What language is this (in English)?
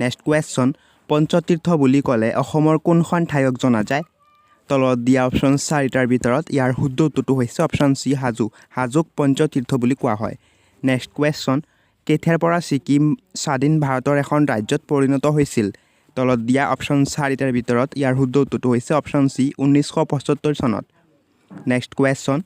Assamese